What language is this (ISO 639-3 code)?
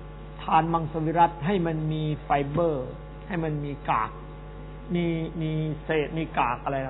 tha